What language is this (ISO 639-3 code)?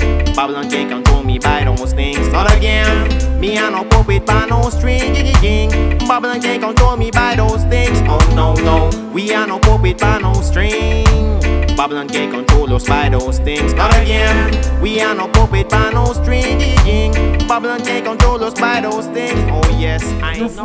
jam